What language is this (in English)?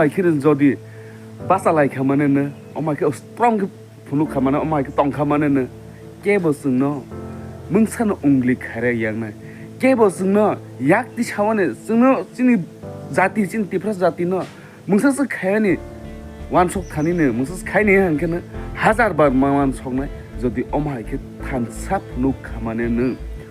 Kok Borok